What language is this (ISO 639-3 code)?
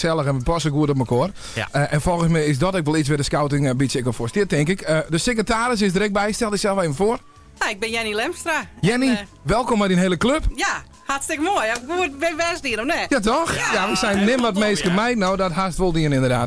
fry